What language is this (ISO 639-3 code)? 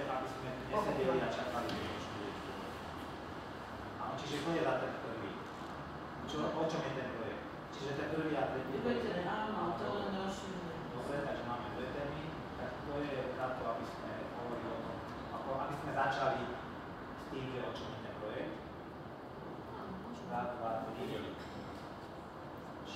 slk